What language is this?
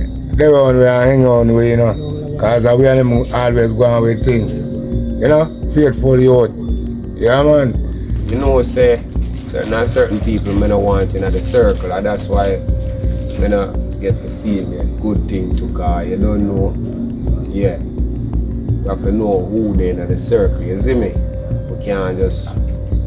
Jamaican Creole English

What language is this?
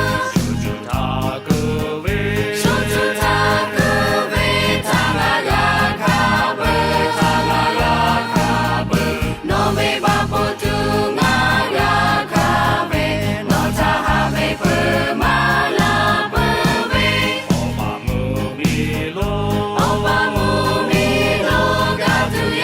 Lahu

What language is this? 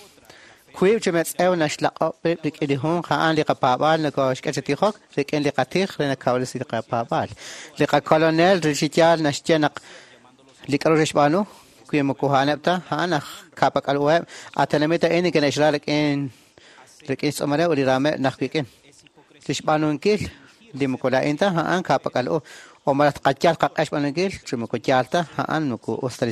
Kekchí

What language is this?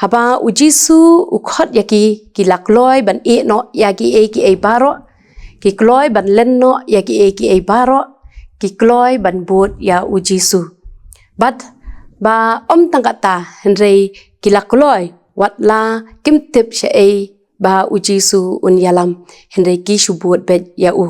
Khasi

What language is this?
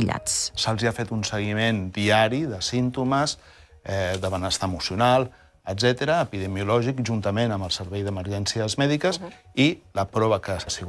Catalan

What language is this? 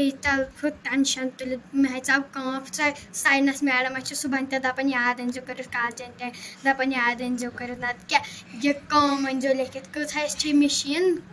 Kashmiri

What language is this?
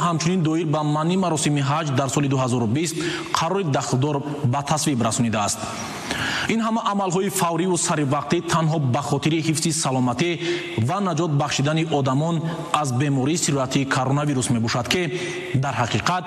Tajik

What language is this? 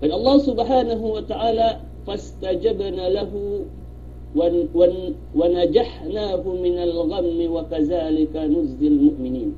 Yakan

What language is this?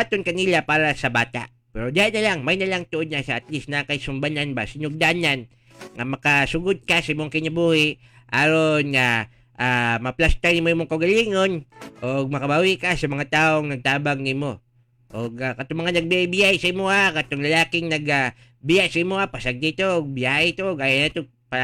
Cebuano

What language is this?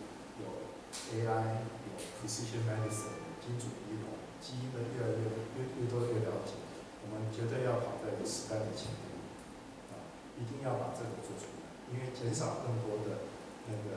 Chinese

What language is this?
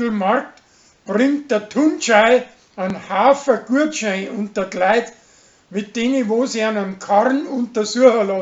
Bavarian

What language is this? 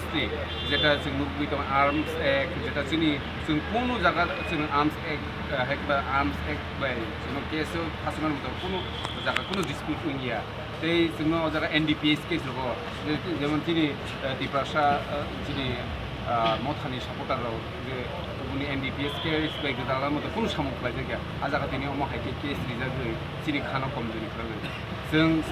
Kok Borok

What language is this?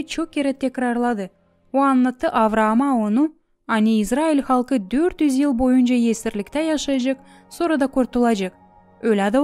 Gagauz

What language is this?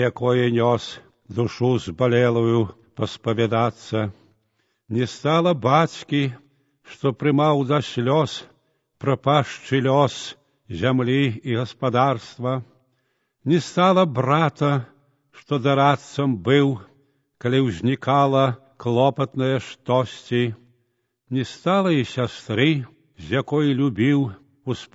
Belarusian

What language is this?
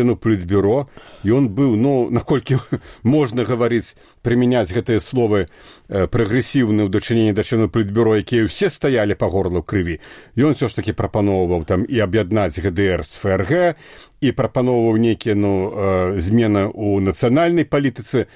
Belarusian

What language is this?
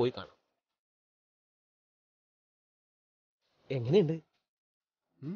Malayalam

